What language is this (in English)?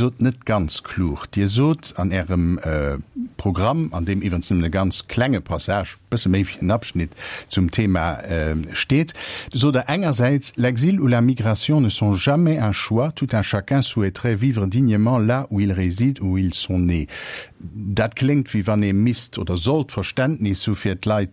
Luxembourgish